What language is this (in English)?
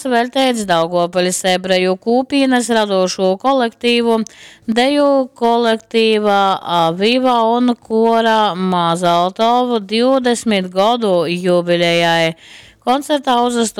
Latgalian